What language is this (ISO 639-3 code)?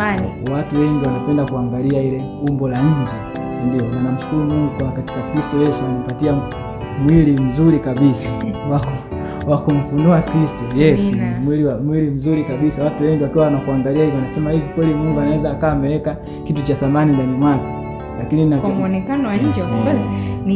swa